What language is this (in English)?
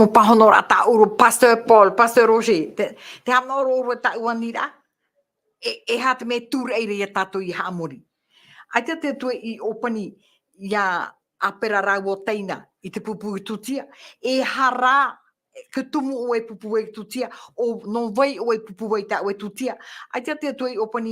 Tahitian